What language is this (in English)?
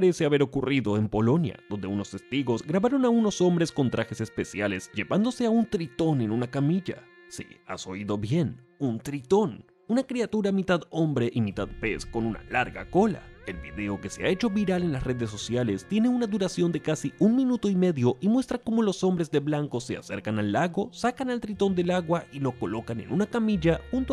Spanish